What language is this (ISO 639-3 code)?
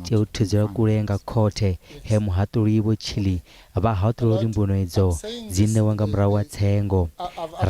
ven